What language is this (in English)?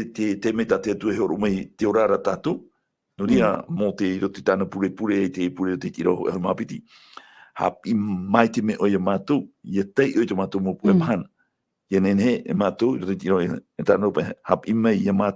Tahitian